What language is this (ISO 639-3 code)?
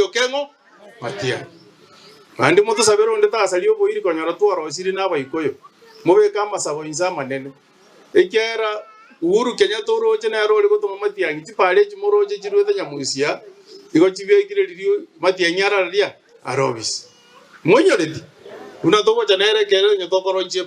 guz